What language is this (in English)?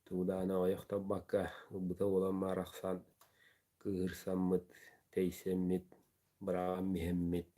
Yakut